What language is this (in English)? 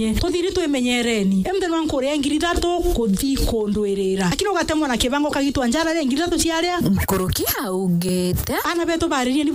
Meru